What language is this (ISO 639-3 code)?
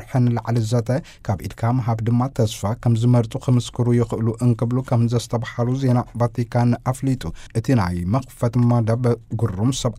tir